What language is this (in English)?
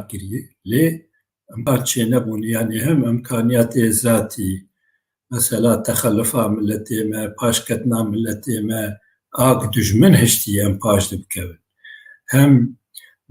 Kurdish